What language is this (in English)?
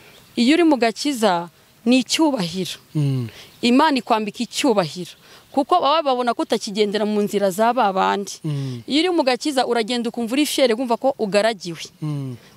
Kinyarwanda